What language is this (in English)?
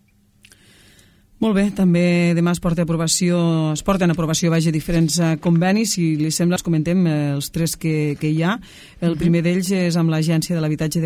Catalan